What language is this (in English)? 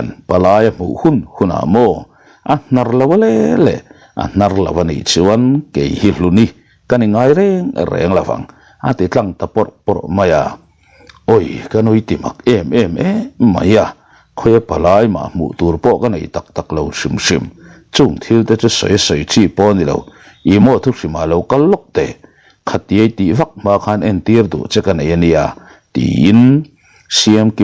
Mizo